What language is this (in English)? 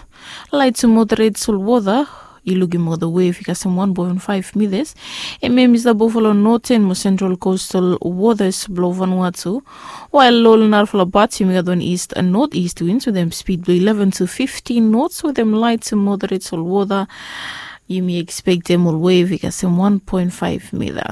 Bislama